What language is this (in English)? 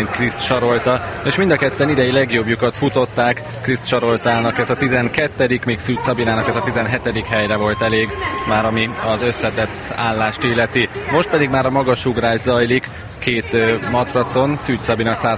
Hungarian